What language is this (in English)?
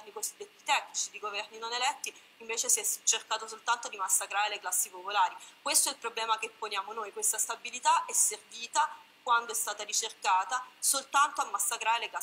Italian